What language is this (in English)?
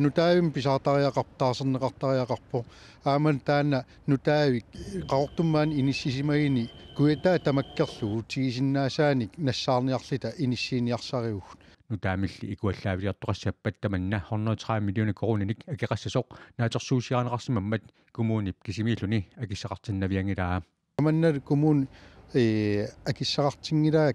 Kalaallisut